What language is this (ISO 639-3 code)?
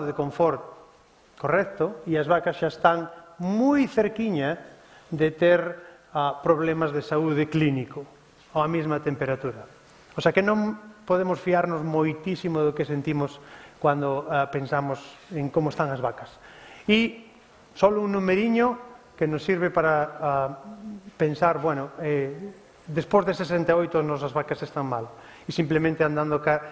glg